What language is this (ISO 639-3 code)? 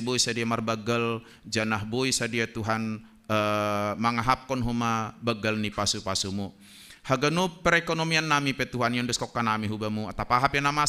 bts